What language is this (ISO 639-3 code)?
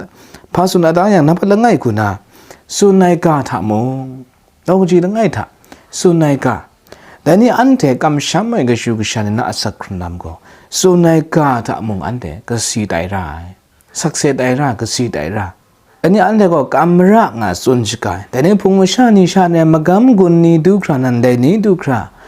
kac